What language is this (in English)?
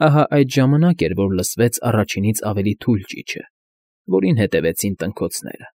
Armenian